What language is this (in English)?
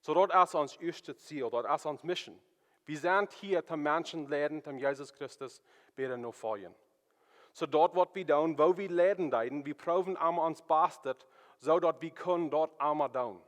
Plautdietsch